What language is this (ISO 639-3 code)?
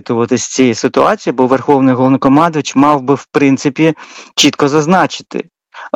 ukr